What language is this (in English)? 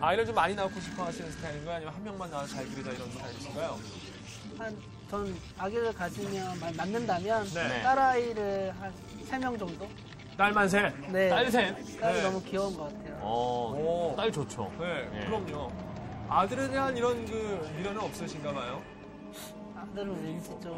Korean